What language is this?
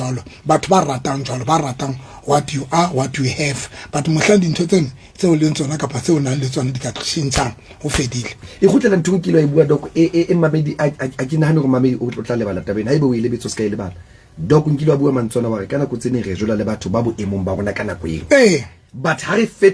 Southern Sotho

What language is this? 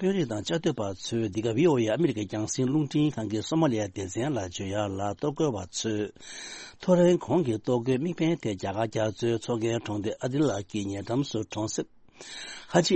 Tibetan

